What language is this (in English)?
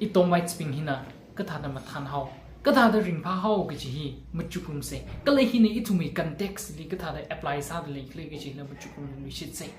Tangkhul Naga (India)